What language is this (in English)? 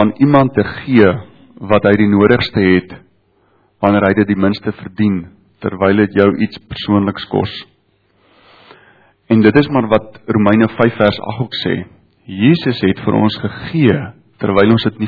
Afrikaans